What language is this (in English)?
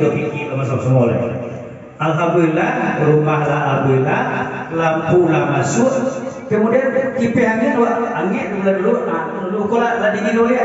Minangkabau